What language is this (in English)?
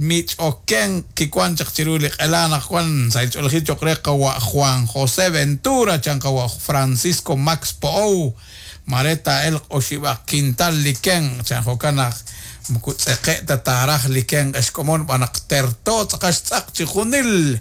Kekchí